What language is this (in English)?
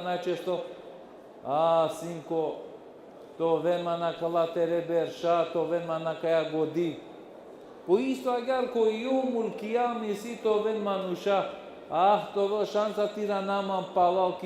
Balkan Romani